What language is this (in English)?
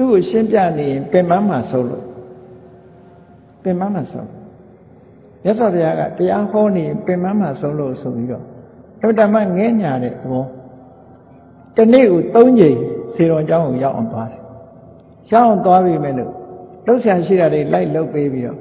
Burmese